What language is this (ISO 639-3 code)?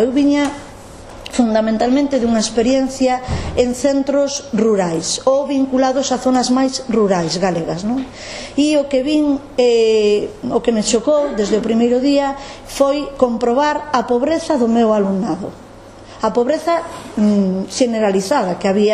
glg